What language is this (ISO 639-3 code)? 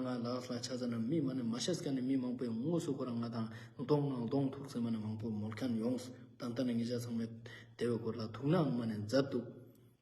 lbj